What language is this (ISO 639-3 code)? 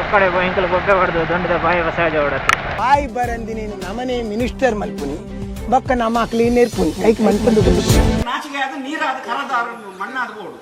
tcy